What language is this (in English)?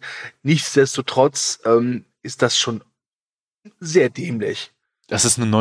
German